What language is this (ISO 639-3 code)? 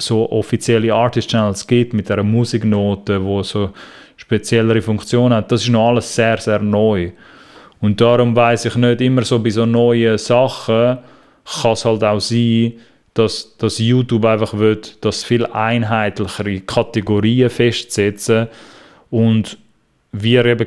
gsw